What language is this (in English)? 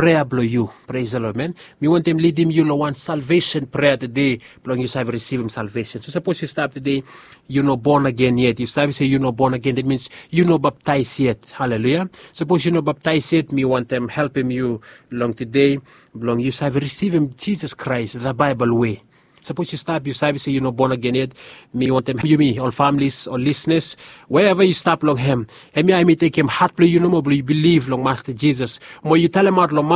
Bislama